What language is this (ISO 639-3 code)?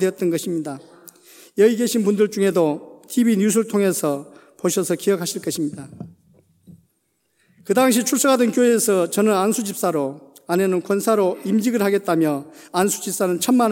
kor